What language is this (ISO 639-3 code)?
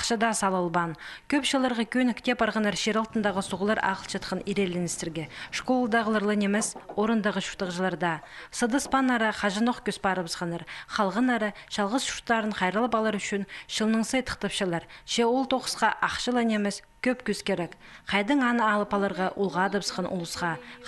kjh